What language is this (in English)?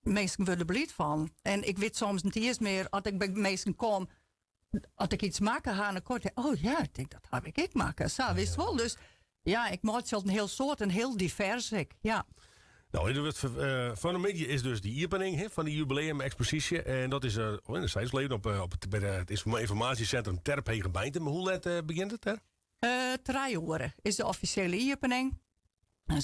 Western Frisian